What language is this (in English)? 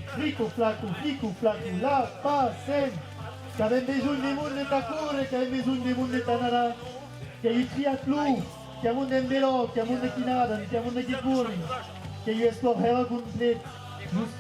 Occitan